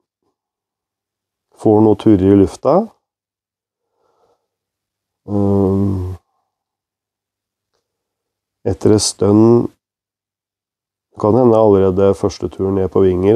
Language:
Norwegian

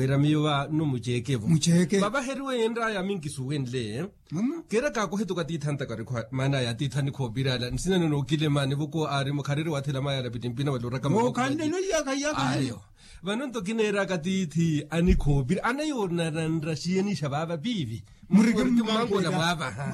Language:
Makhuwa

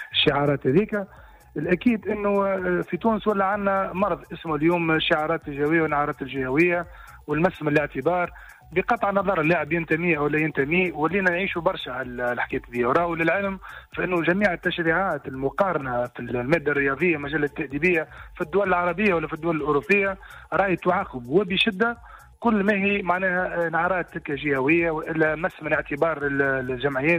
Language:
Tunisian Arabic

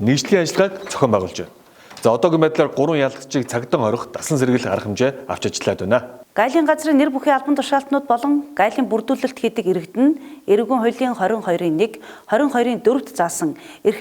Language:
Mongolian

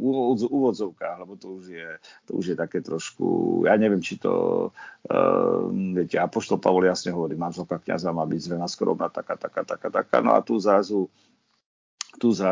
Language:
Slovak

